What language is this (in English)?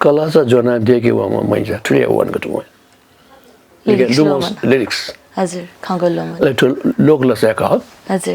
Newari